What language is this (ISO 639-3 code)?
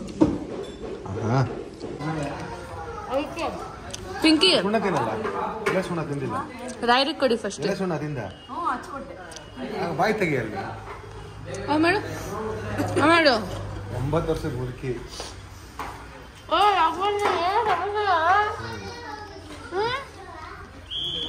kan